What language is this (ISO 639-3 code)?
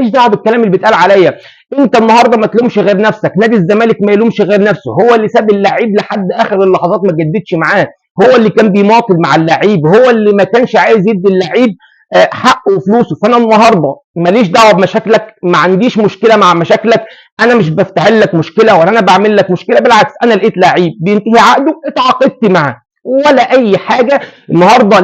arz